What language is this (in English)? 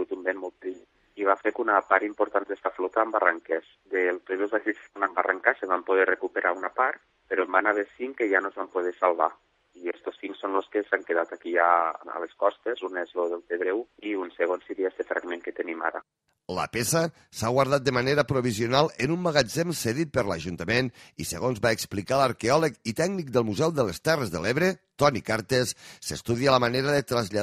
Catalan